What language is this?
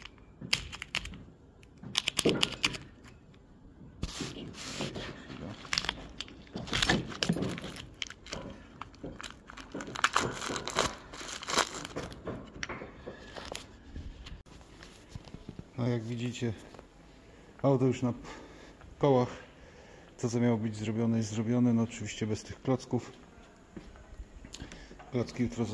Polish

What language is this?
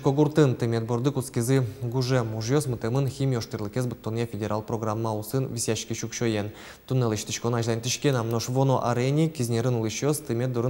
Udmurt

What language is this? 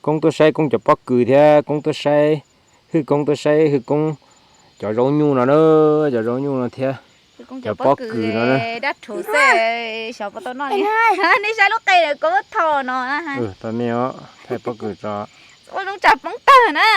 Hmong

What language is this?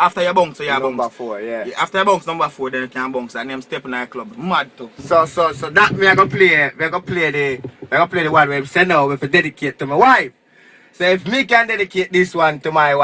Jamaican Creole English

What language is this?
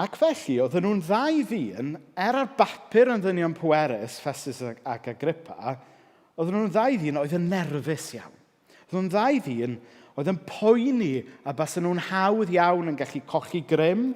Welsh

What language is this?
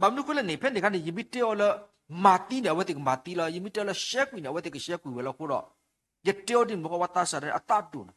S'gaw Karen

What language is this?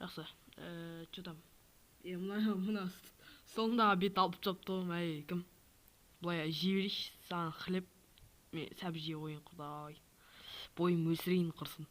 Kazakh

